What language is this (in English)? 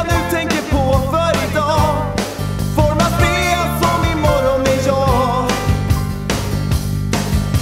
Swedish